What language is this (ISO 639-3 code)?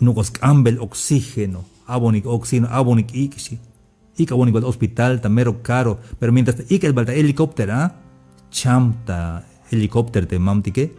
tzh